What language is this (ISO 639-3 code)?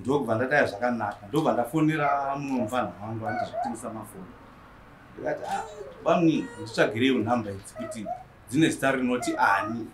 sna